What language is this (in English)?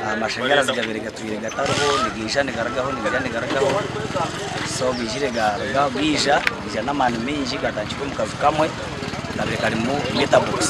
Nyankole